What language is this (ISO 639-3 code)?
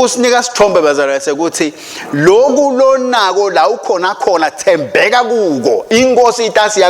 ssw